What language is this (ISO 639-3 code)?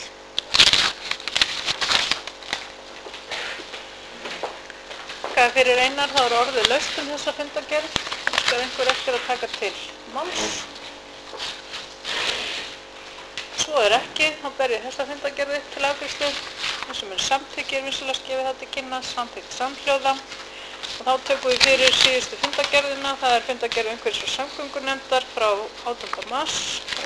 isl